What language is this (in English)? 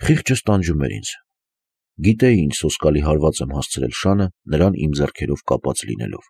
Armenian